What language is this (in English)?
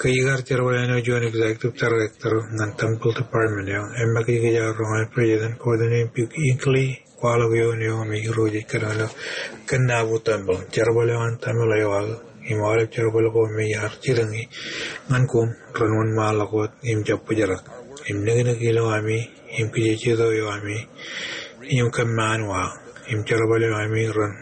Marshallese